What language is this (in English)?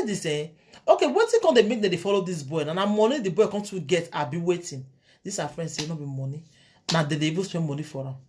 Nigerian Pidgin